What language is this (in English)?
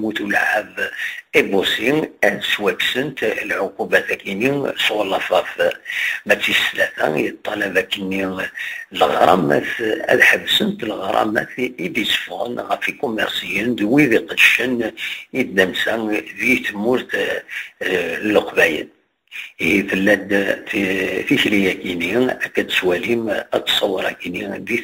Kabyle